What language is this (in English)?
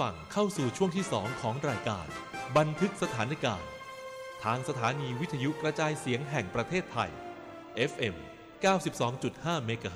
Thai